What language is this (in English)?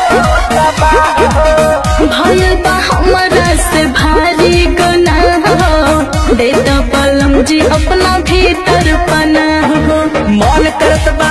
Bhojpuri